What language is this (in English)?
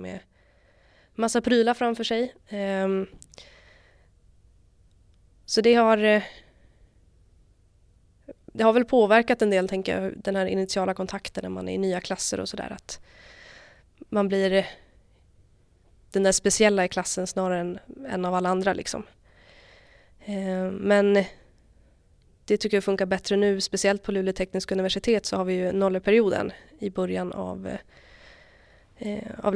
Swedish